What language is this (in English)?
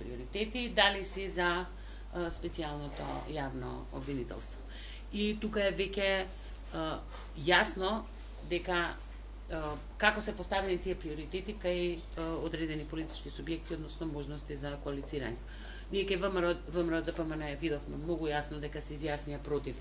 Macedonian